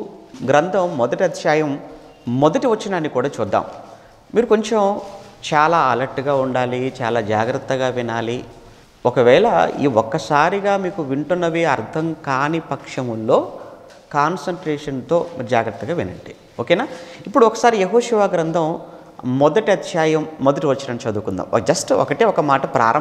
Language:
Telugu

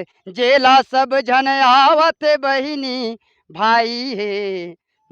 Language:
Chhattisgarhi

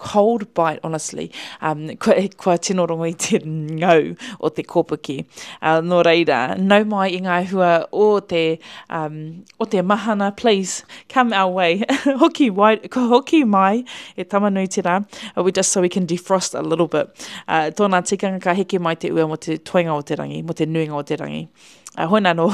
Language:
Māori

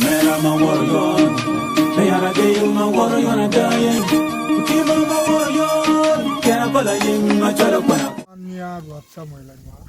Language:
Acoli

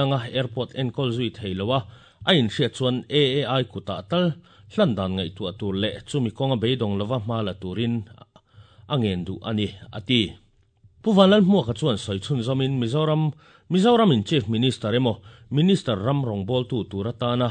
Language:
Mizo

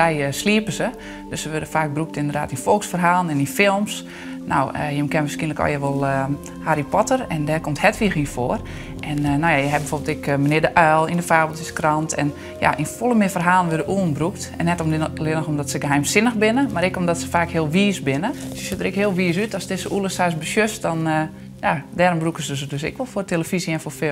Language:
Western Frisian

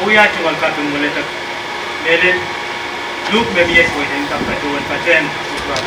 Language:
Pohnpeian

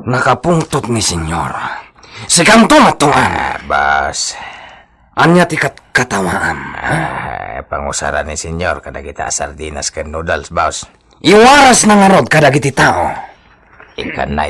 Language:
Iloko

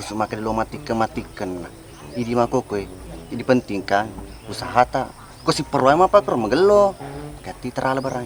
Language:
Buginese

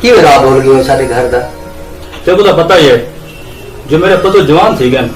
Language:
Saraiki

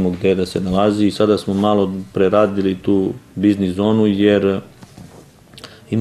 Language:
Serbian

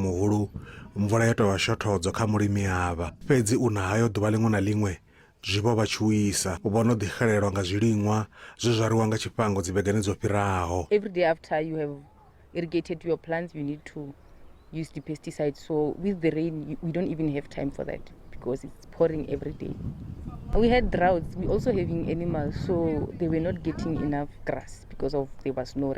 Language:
Venda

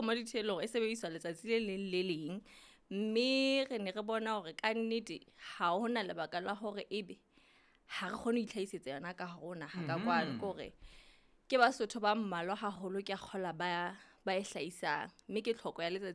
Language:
Southern Sotho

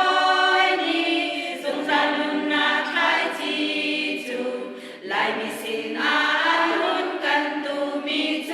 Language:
Hakha Chin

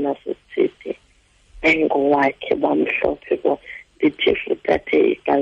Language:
Xhosa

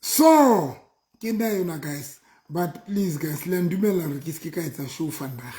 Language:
Southern Sotho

